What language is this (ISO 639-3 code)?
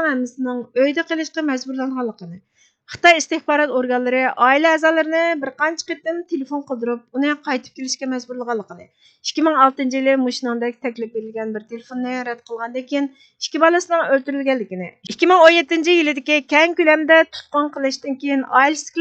uig